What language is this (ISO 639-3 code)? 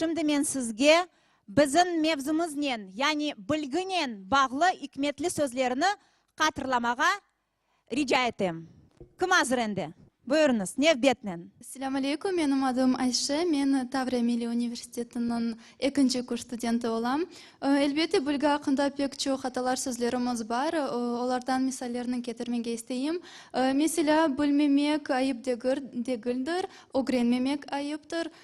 crh